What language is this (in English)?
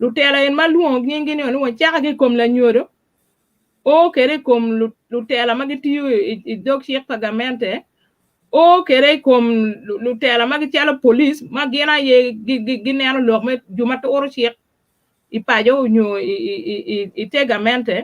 Acoli